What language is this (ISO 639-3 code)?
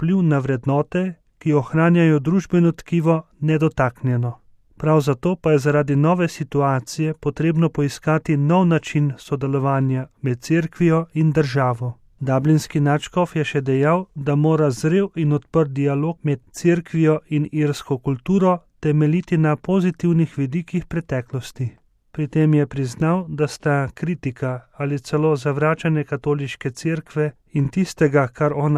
slv